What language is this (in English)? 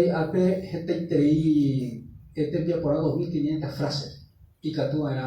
Guarani